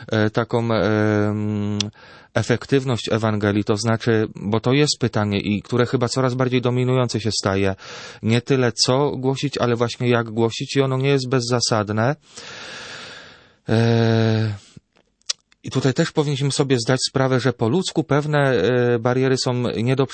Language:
Polish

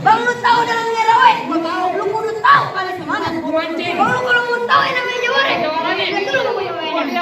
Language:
Betawi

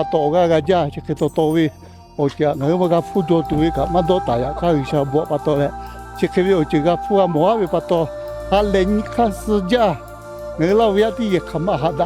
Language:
Lahu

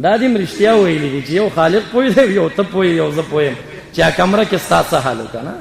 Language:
Pashto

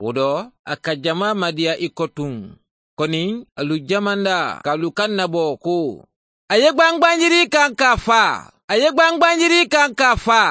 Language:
Mandingo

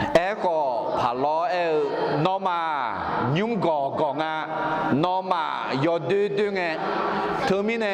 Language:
Akha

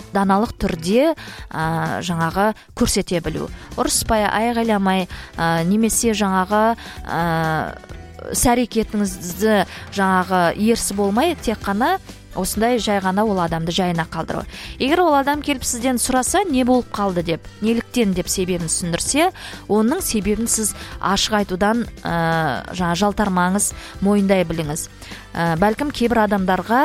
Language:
Kazakh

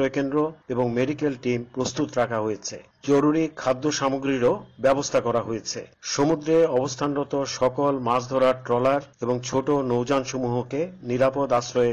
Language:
Bangla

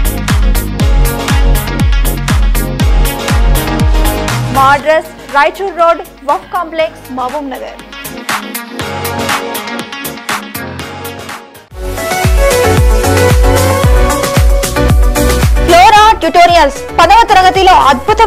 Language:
Telugu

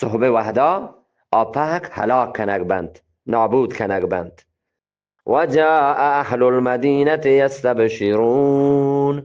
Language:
Eastern Balochi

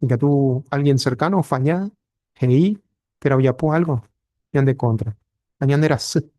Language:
Guarani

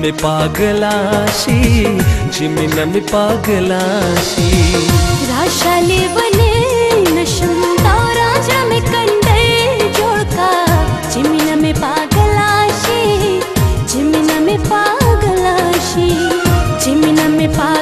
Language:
Hindi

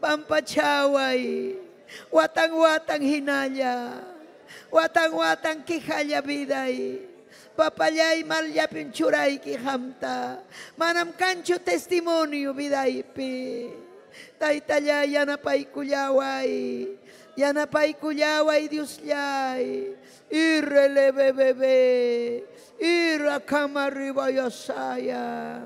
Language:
Ayacucho Quechua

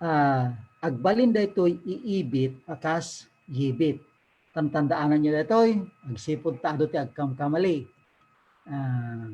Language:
Iloko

